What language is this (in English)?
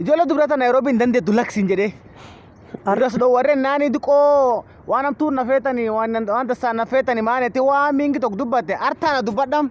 Oromo